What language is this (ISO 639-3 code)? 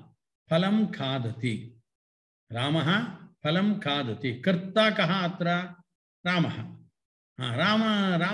san